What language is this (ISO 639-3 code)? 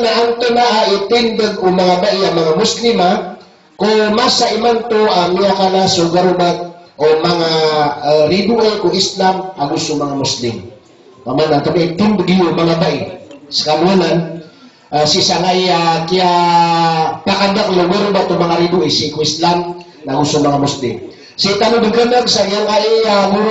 mrw